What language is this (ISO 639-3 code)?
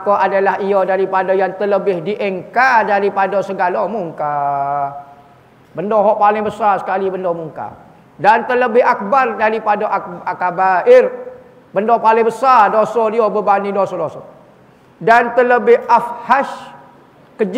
msa